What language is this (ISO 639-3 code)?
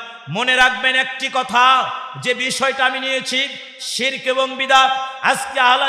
ben